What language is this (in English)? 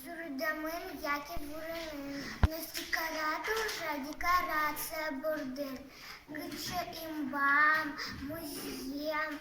Udmurt